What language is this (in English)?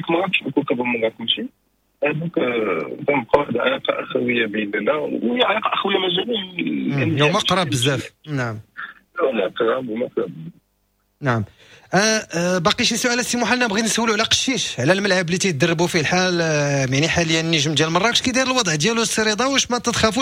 Moroccan Arabic